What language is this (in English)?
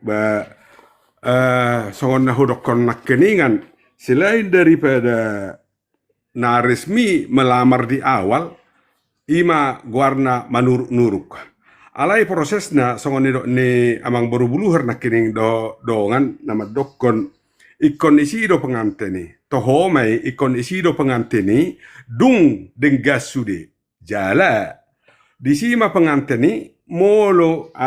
Batak Toba